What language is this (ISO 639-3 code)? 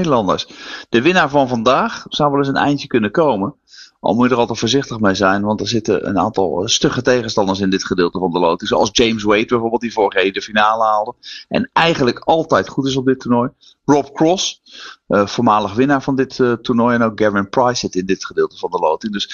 nld